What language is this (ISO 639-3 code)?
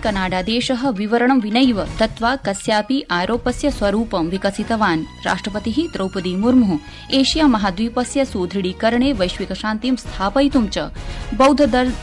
san